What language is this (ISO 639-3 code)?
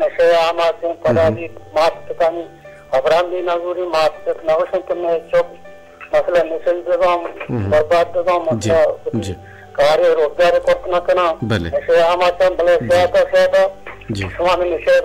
bal